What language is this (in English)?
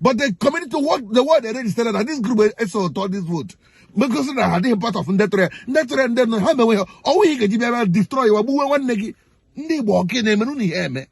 Igbo